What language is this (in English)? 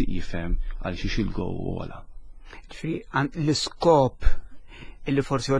Maltese